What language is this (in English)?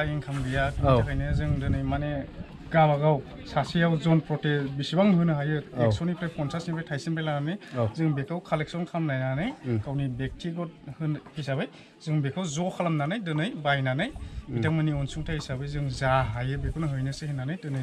Bodo